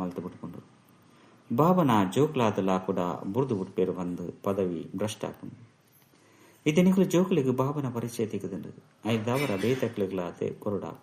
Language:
Tulu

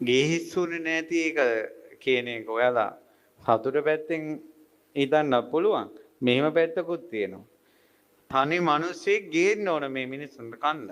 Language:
Sinhala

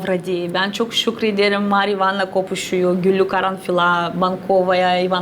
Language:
Gagauz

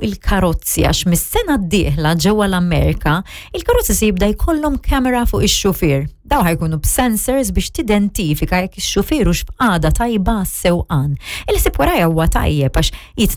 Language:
Maltese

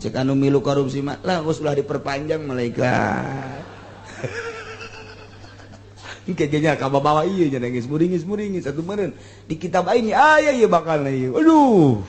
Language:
Sundanese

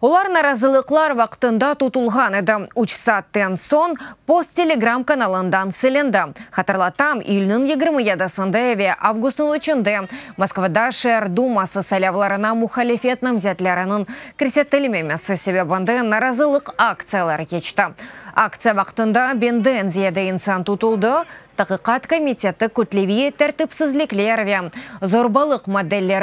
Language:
Crimean Tatar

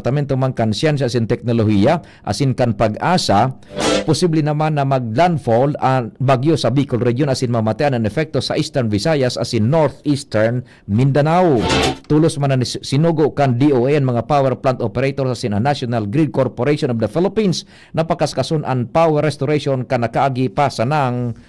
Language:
Bikol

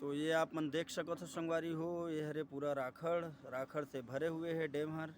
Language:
Chhattisgarhi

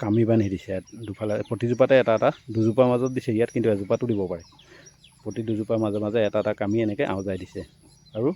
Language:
Assamese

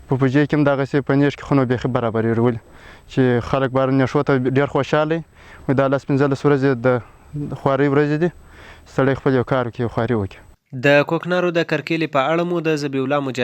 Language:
Pashto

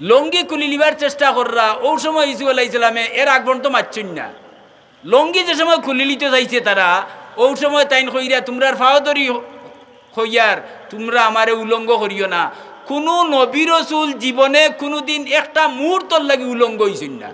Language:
Sylheti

